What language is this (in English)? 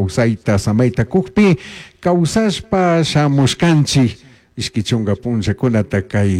Chimborazo Highland Quichua